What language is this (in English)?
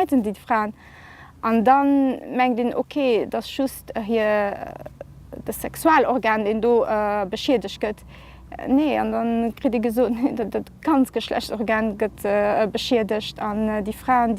Luxembourgish